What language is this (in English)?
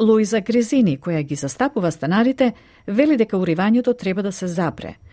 Macedonian